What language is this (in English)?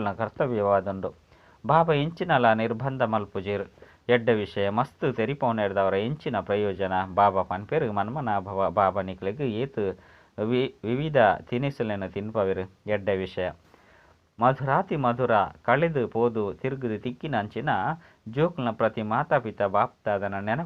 Tulu